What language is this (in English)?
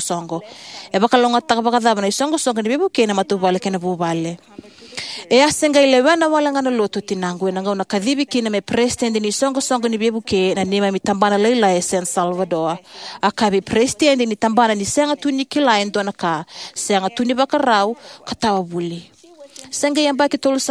Fijian